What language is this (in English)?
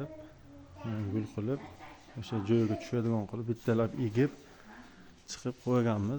Uzbek